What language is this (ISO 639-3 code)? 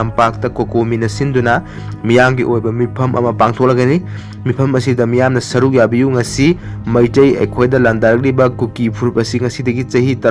mni